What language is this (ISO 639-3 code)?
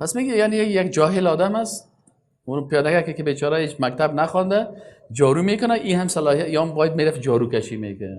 fas